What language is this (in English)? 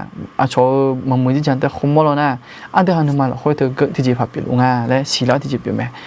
Akha